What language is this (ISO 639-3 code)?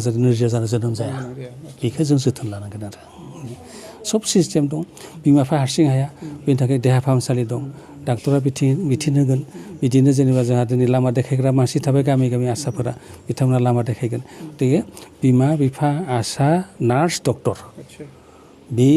brx